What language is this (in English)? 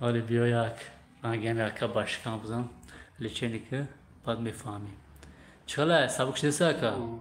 Tajik